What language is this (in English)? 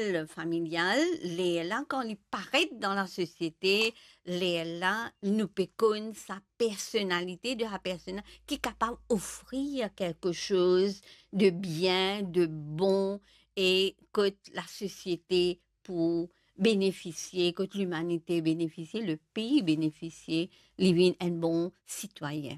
Morisyen